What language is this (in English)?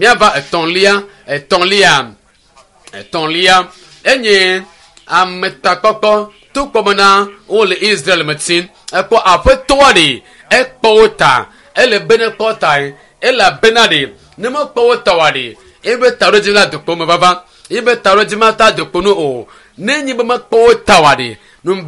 Ewe